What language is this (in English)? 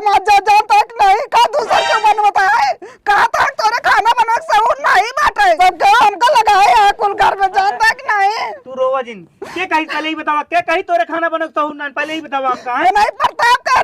Awadhi